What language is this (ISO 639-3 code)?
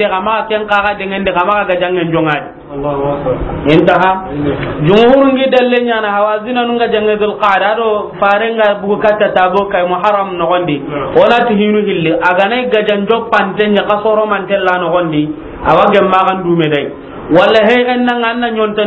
snk